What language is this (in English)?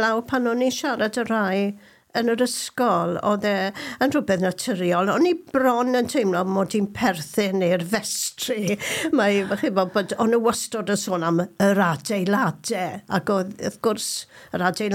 Welsh